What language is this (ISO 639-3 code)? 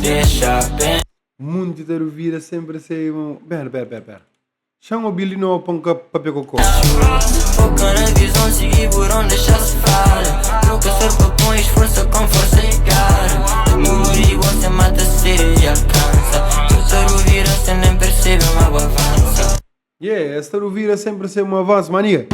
kea